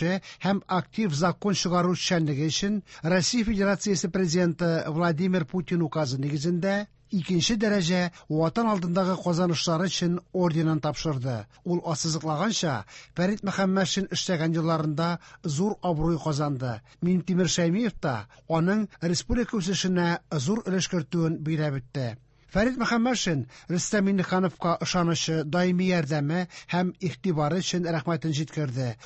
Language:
Tatar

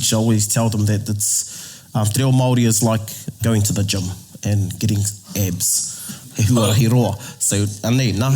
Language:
Māori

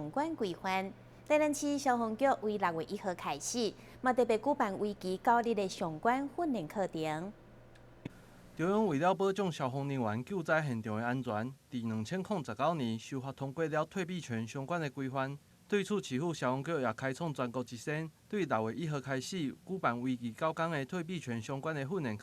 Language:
Min Nan Chinese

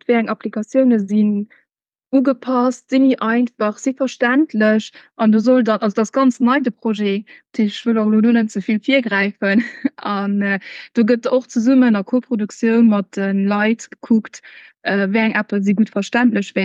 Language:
Luxembourgish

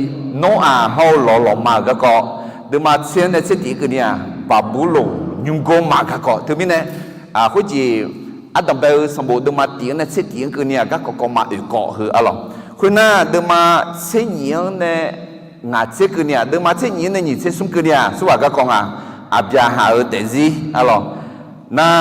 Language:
Akha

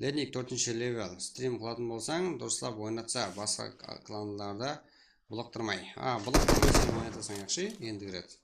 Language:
Kara-Kalpak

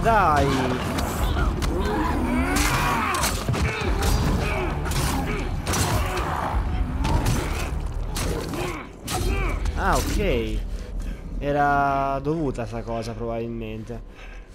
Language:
Italian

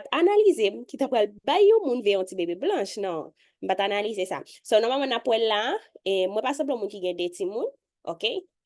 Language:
Haitian Creole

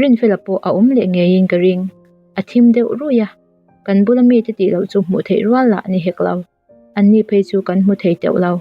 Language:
Mizo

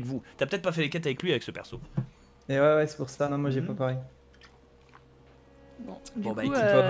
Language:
French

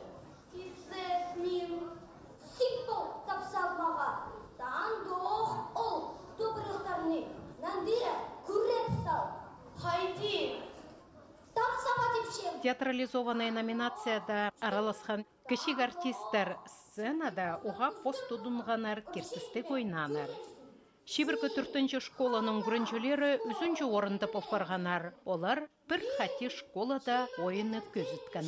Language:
Khakas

